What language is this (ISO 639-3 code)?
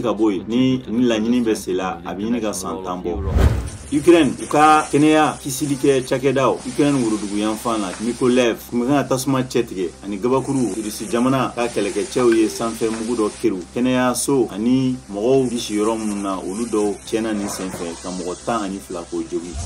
bam